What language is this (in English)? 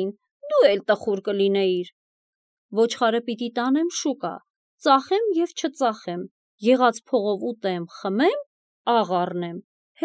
Armenian